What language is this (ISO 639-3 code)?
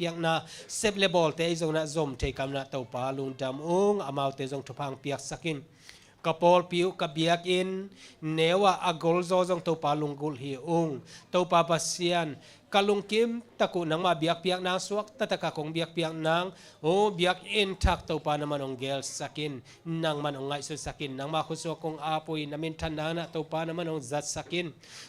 ctd